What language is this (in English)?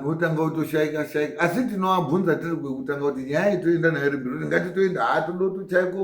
Shona